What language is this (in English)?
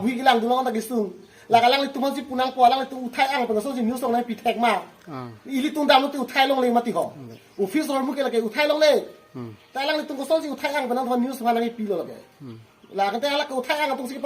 Karbi